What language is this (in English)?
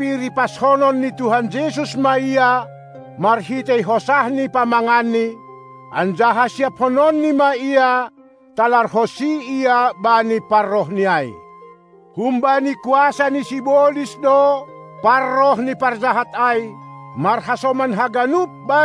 Batak Simalungun